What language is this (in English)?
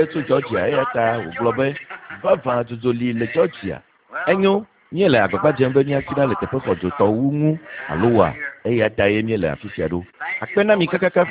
Ewe